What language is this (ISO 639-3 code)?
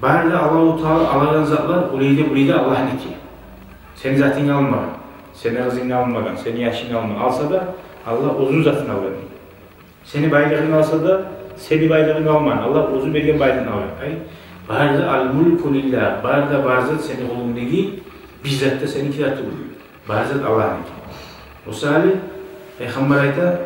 kum